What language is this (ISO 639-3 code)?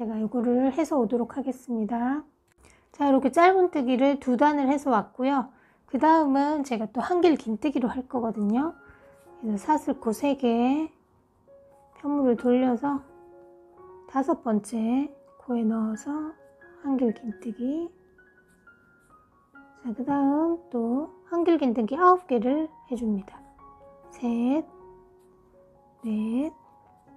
kor